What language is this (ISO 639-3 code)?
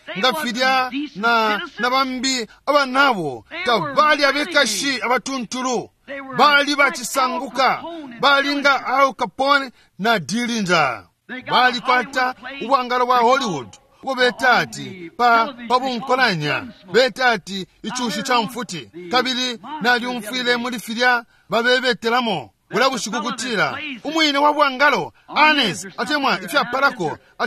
bem